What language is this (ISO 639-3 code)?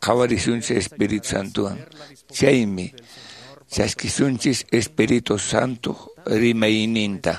que